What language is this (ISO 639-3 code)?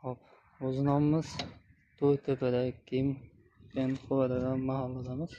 uzb